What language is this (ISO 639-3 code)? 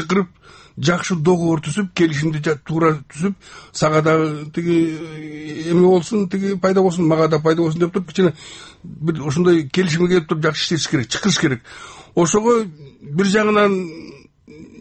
kir